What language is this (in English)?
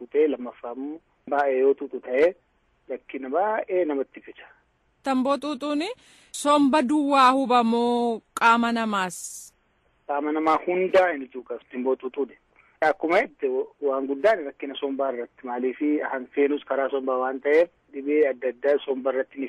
Oromo